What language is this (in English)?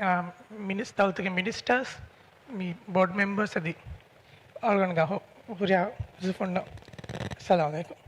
Divehi